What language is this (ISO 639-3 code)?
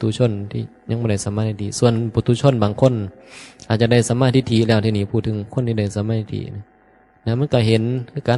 tts